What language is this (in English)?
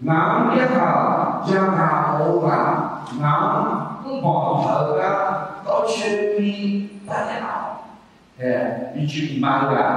Akha